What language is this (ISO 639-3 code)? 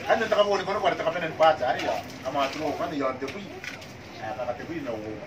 gil